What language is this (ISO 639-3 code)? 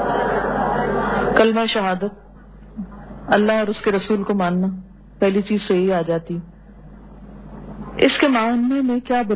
urd